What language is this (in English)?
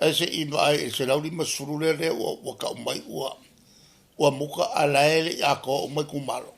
Samoan